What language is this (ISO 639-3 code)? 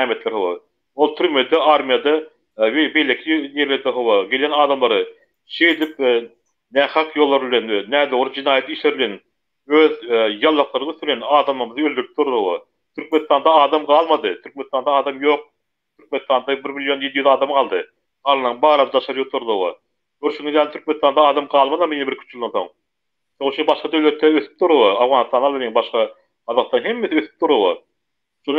tuk